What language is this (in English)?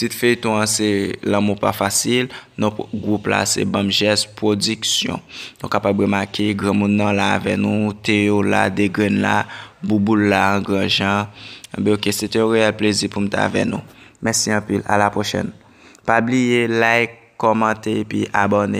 Haitian Creole